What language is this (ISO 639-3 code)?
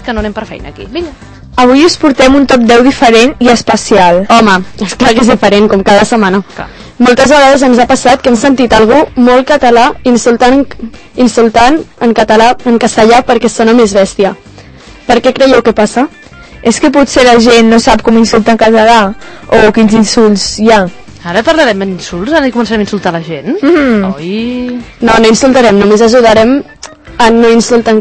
cat